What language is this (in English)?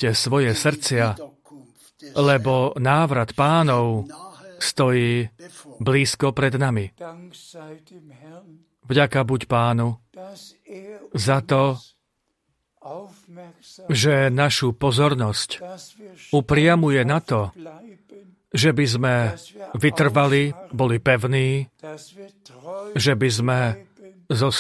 Slovak